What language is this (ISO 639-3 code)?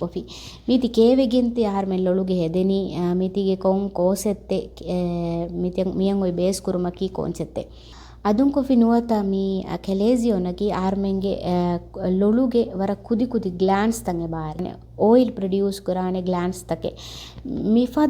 div